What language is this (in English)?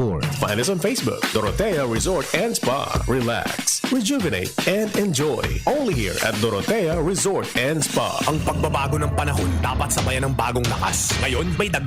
Bikol